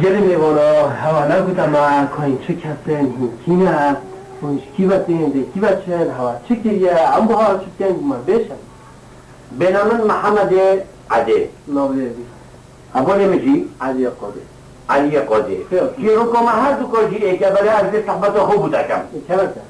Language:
Kurdish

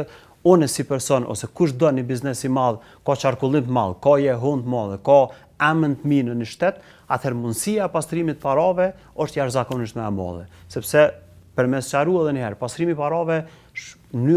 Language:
Albanian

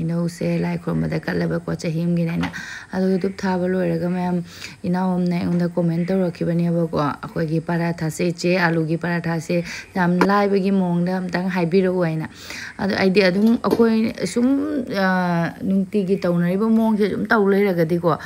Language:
Manipuri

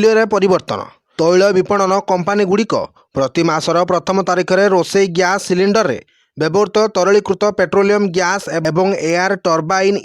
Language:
Odia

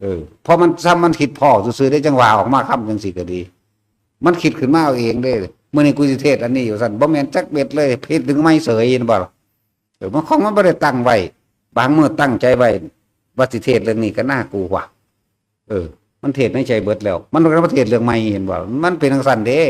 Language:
Northeastern Thai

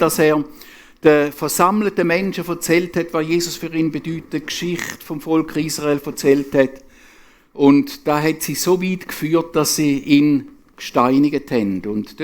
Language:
Swiss German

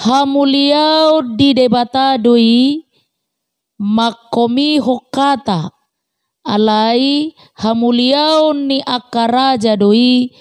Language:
Batak Toba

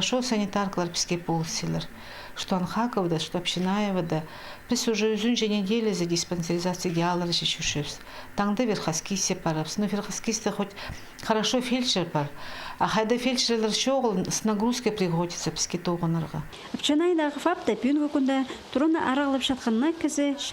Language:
Khakas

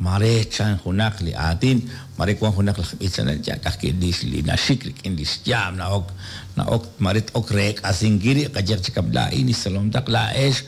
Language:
Kekchí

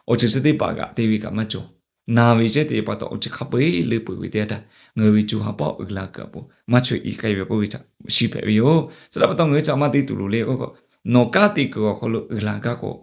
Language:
Lahu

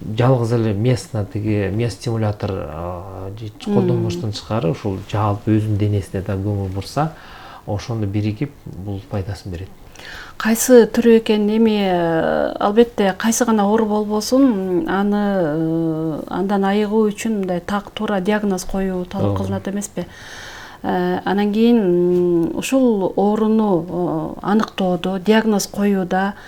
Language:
Kyrgyz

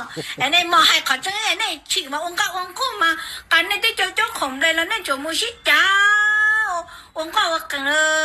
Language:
Hmong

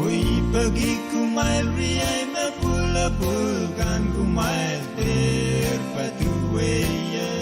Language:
Pohnpeian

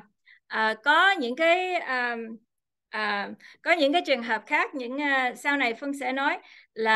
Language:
Vietnamese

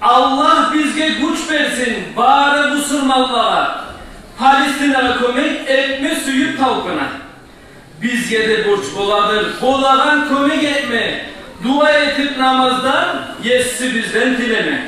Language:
Kumyk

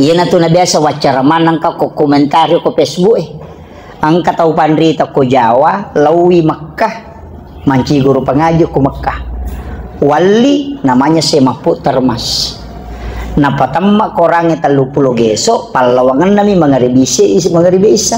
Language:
Buginese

